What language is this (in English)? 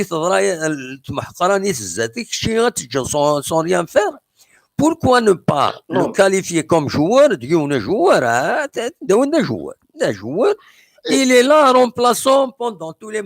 Kabyle